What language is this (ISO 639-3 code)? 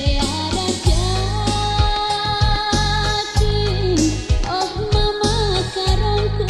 btx